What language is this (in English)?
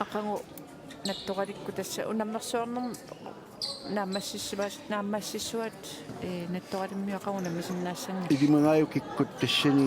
Kalaallisut